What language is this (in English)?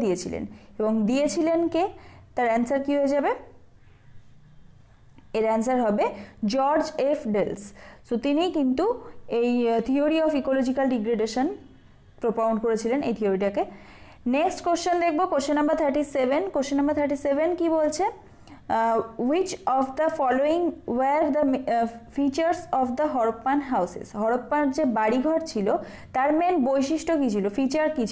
Bangla